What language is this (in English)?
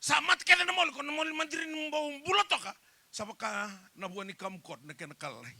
Fijian